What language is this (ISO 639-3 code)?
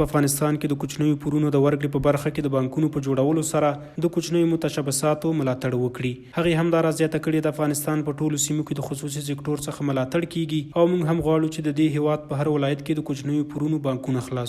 pus